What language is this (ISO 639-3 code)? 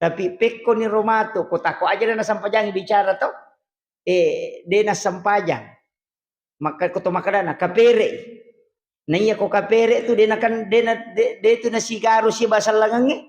bug